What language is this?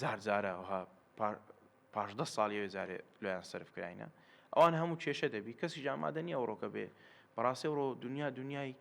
Central Kurdish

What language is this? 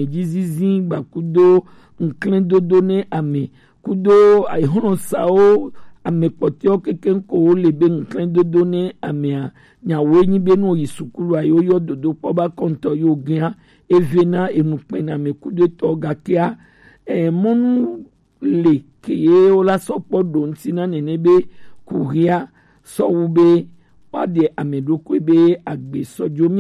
Gen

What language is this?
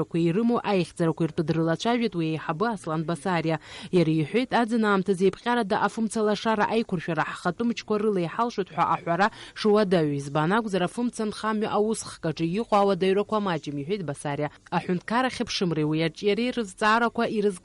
Abkhazian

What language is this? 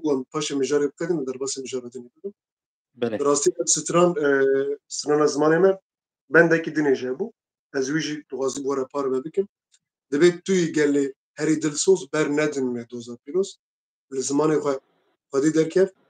Kurdish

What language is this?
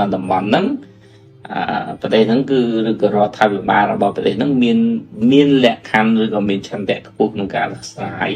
Khmer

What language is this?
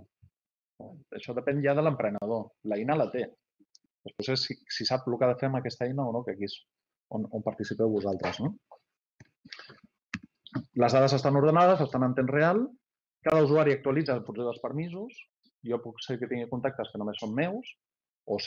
Catalan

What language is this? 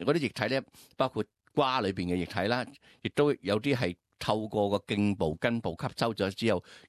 Cantonese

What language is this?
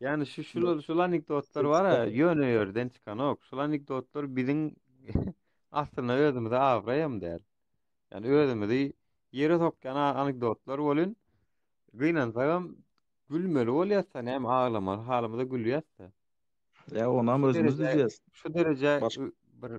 Turkmen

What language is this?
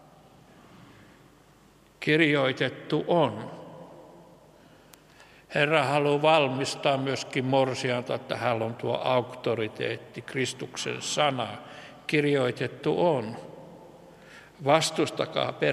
Finnish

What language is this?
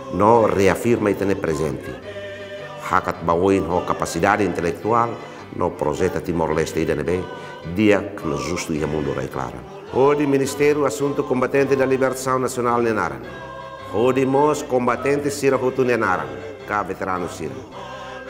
Tetum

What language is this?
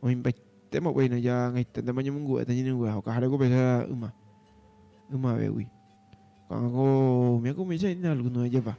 Guarani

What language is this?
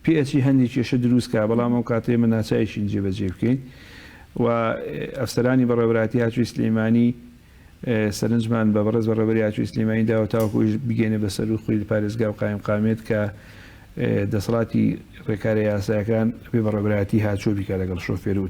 Central Kurdish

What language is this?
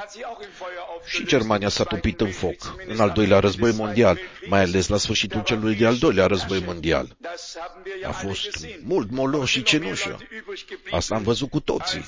Romanian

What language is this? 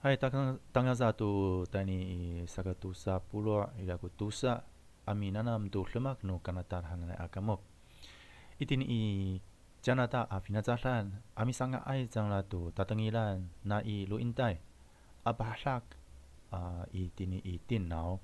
Amis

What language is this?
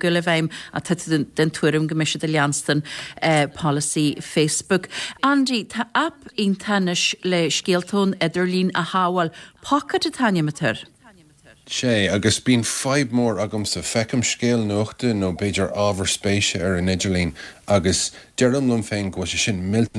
Irish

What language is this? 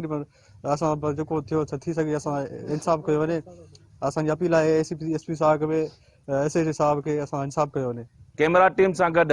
Sindhi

